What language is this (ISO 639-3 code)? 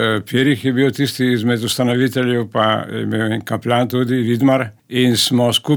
slv